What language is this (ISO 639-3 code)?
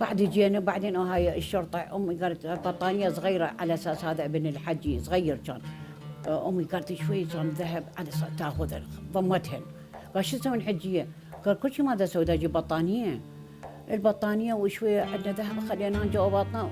acm